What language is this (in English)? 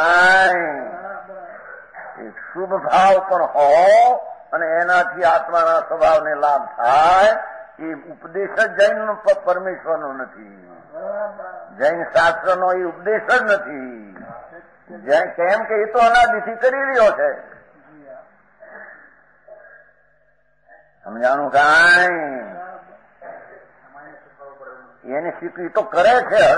Gujarati